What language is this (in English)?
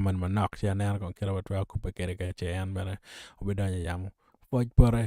Acoli